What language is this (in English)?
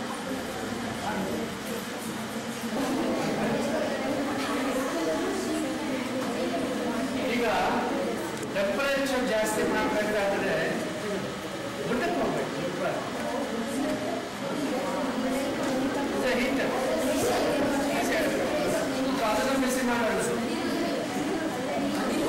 Kannada